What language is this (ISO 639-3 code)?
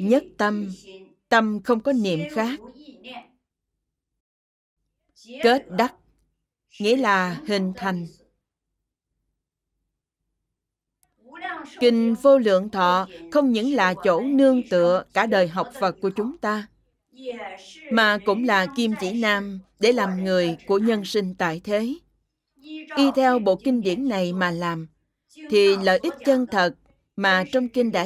vie